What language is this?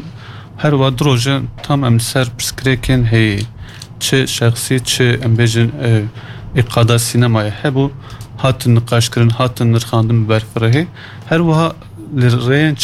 Kurdish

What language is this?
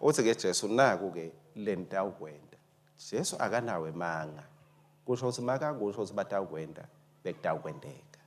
Swati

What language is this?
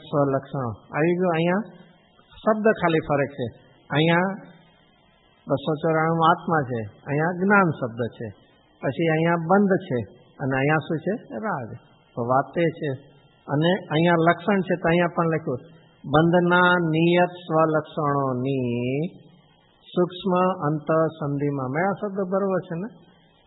Gujarati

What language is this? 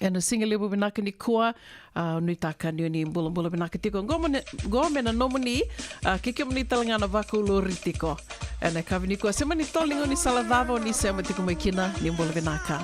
Fijian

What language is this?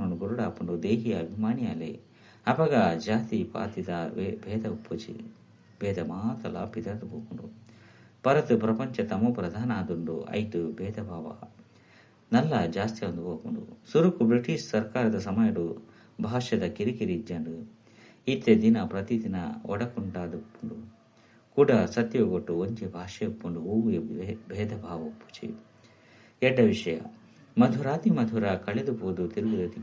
Tulu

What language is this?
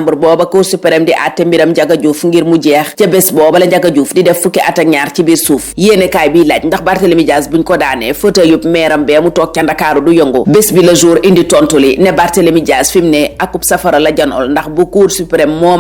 Wolof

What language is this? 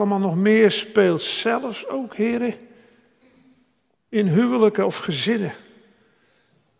Dutch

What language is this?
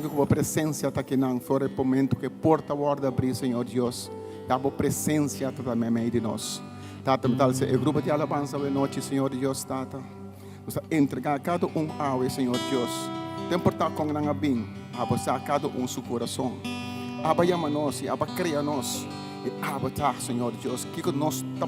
Papiamento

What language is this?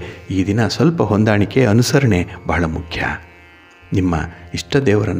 Kannada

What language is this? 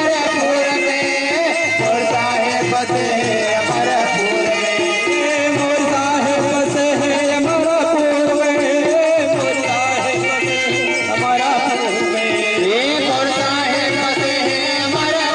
Chhattisgarhi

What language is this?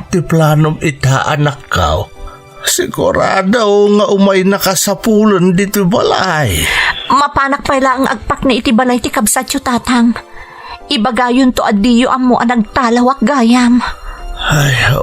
Iloko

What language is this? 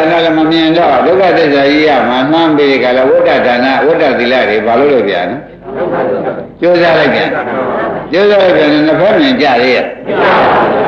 Burmese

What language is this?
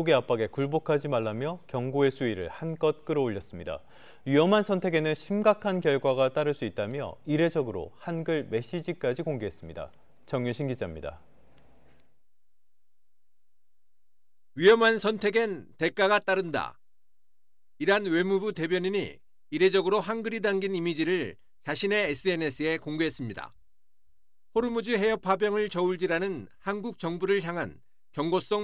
Korean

